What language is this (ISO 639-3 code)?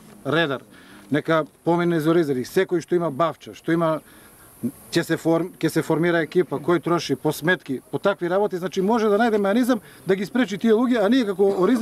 mkd